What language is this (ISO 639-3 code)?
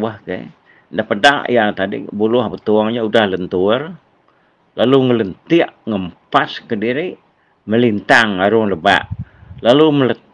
iba